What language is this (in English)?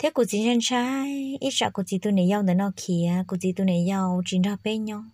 Hmong